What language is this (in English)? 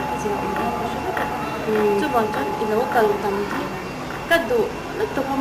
Mizo